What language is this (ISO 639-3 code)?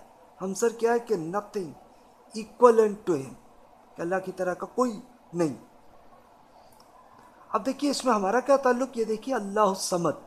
urd